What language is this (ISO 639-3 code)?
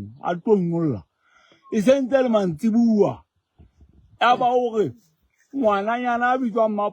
sot